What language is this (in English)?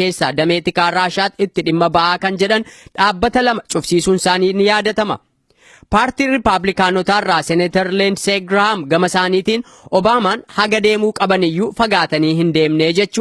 Oromo